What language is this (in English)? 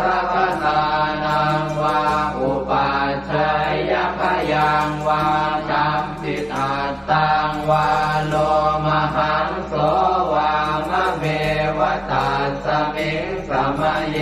Pali